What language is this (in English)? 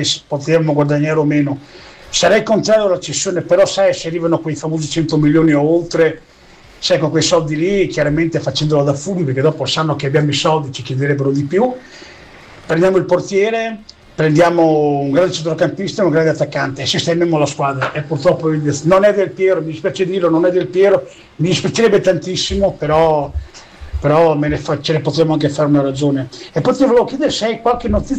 Italian